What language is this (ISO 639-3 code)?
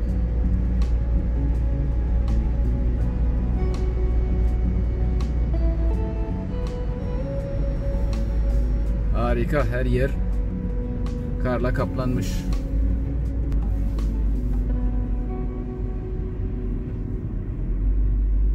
tur